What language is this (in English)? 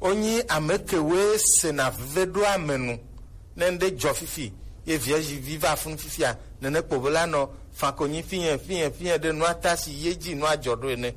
Gen